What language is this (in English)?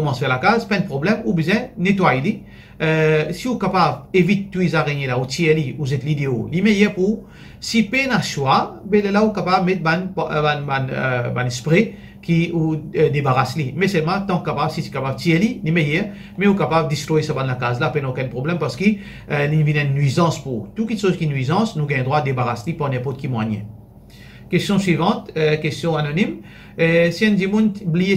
Morisyen